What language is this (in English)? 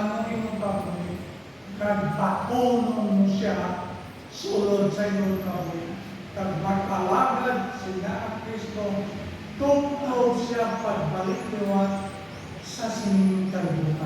Hiligaynon